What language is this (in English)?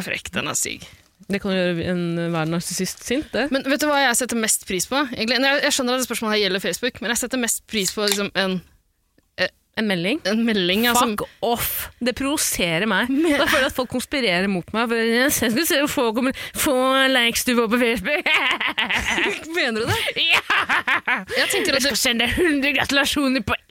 Norwegian